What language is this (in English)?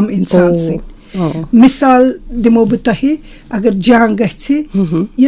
Kashmiri